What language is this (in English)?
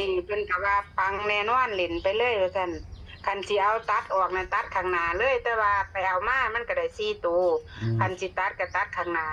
Northeastern Thai